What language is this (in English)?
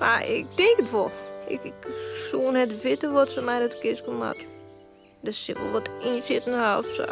Western Frisian